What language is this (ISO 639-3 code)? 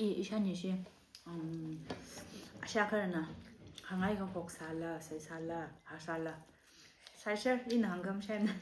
nmf